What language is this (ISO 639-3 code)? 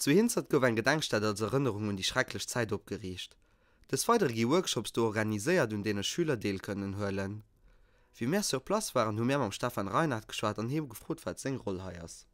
ltz